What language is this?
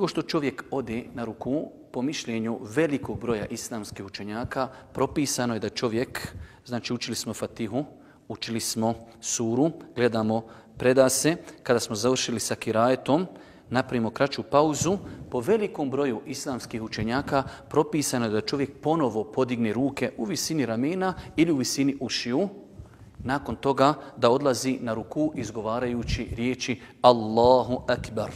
Bosnian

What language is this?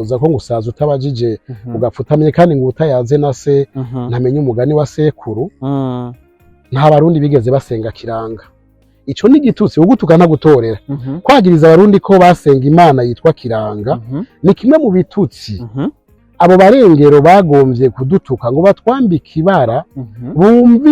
Rundi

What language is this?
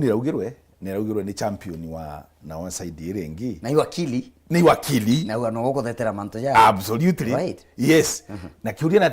Meru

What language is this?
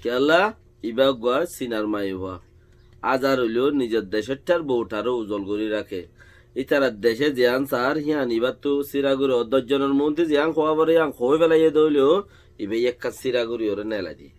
Rohingya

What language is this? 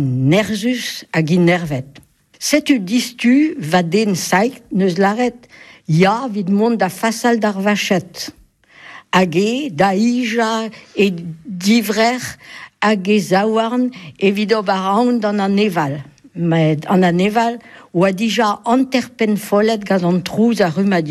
Breton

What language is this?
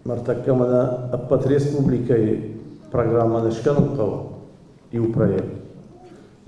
Ossetic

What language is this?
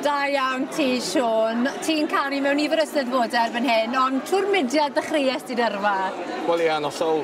Welsh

